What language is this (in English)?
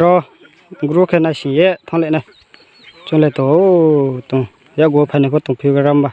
Riang (India)